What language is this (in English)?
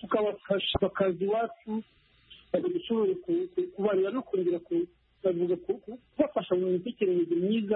Kinyarwanda